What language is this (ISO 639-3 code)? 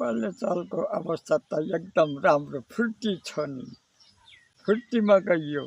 nep